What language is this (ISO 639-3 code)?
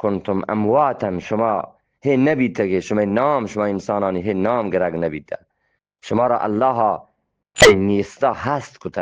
bgp